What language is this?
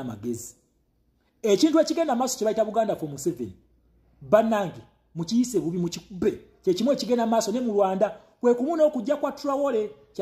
Ganda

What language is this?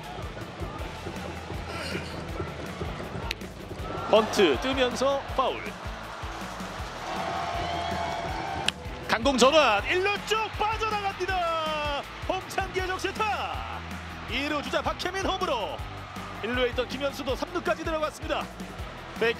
Korean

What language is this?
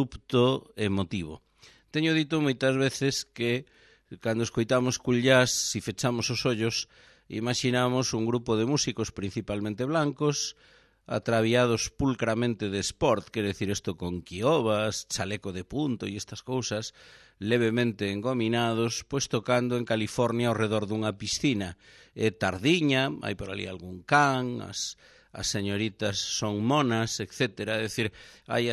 Galician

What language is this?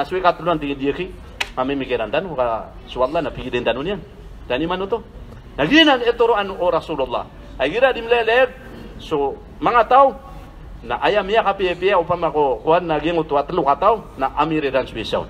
Maranao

